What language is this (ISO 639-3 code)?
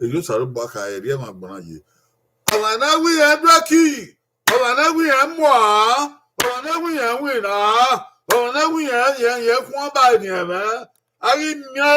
bin